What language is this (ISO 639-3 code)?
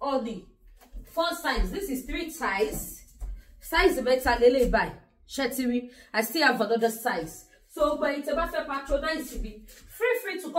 yor